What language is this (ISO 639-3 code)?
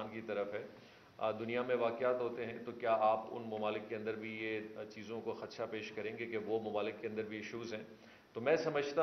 urd